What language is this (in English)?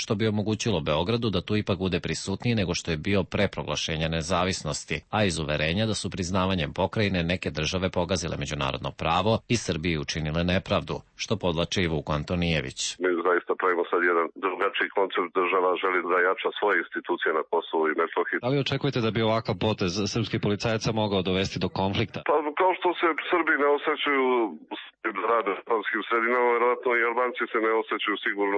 Serbian